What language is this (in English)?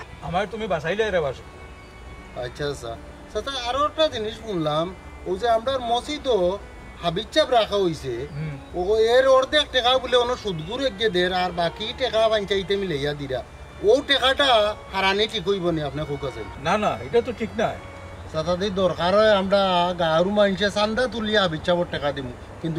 Sylheti